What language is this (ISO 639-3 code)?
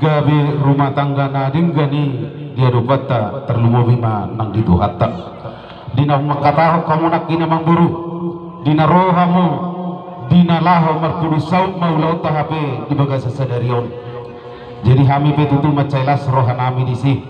bbc